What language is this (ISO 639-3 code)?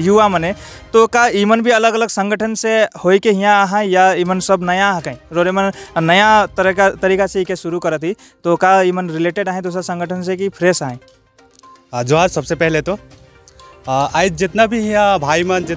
sck